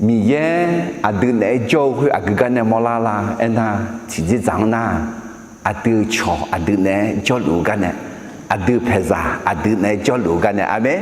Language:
Akha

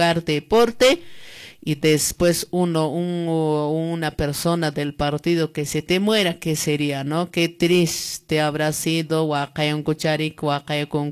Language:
Quechua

